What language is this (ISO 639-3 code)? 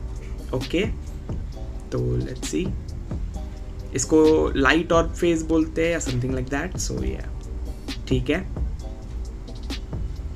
hin